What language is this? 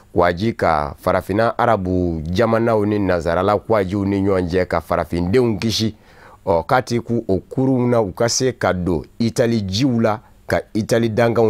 Bambara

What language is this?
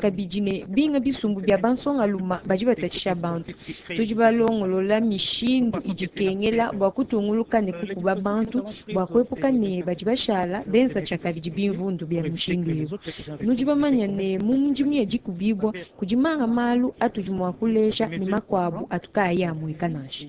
Luba-Lulua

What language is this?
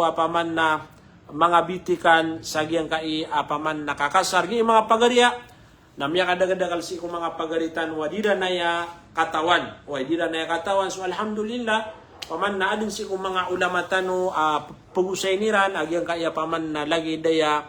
Maranao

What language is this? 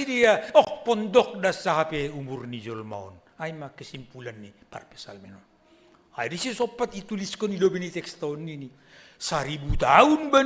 Batak Simalungun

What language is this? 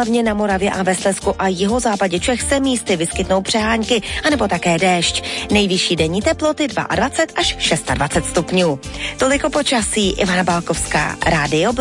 Czech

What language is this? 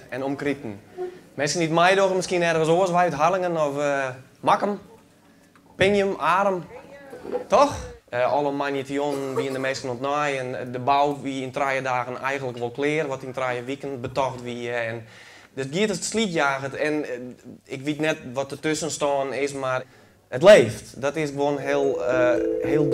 Western Frisian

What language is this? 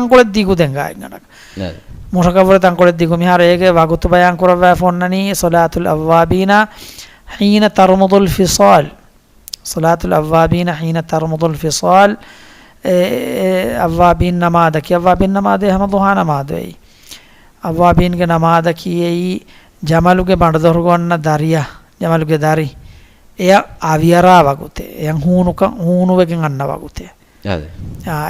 Divehi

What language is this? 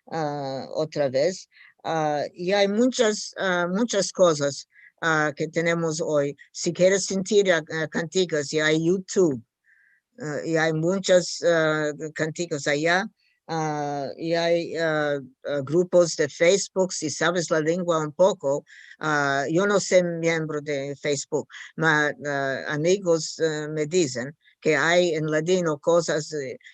Ladino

